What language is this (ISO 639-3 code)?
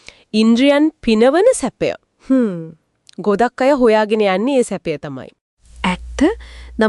sin